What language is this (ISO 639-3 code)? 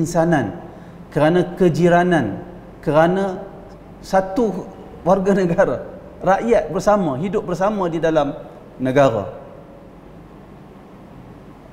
msa